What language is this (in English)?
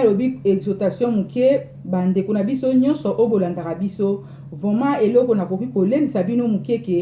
Lingala